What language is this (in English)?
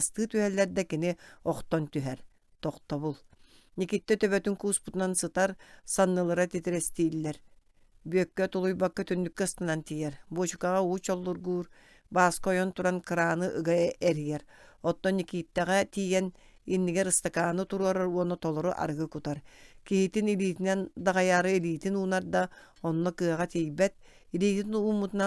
Yakut